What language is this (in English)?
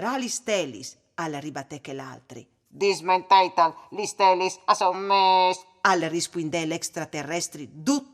Friulian